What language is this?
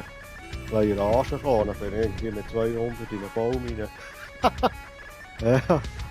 Swiss German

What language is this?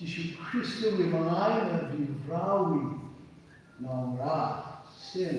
Tangkhul Naga (India)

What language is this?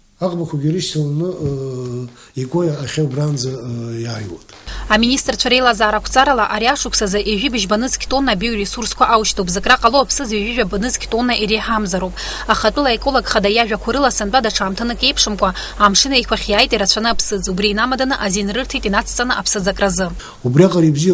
Abkhazian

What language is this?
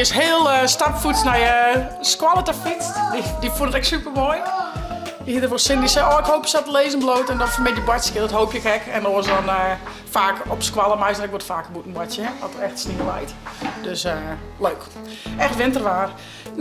Western Frisian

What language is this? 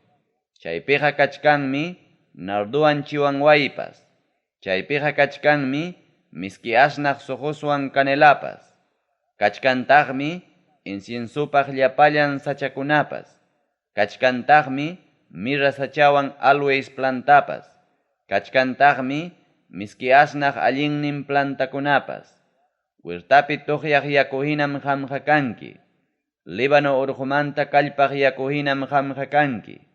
Ayacucho Quechua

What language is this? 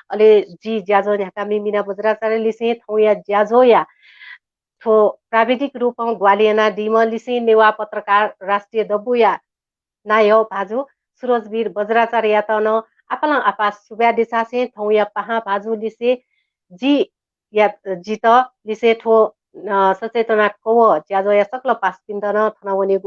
Newari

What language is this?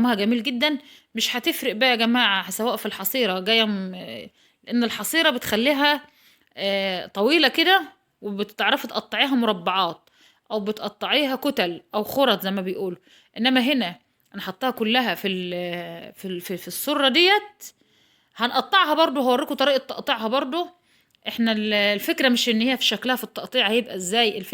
Egyptian Arabic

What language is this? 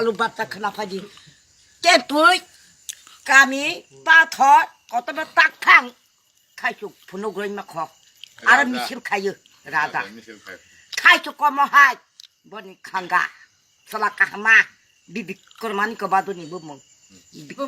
Kok Borok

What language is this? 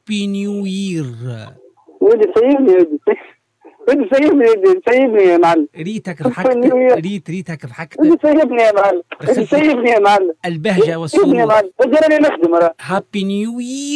Tunisian Arabic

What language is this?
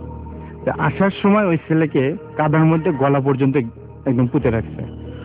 Bangla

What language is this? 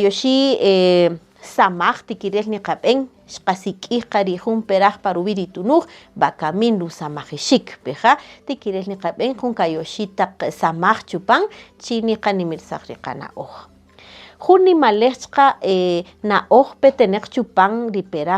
Kaqchikel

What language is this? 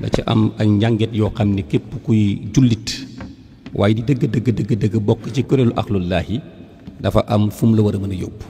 Wolof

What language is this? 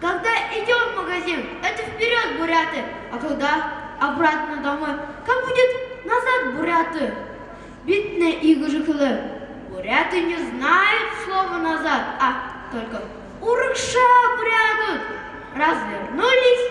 Buriat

